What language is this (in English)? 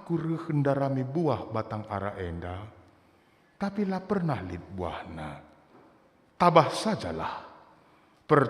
Batak Karo